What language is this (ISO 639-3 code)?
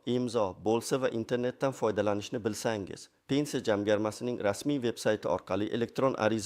uzb